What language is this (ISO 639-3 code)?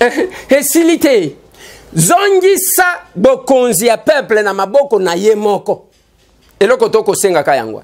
lin